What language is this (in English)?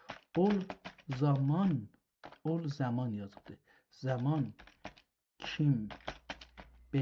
South Azerbaijani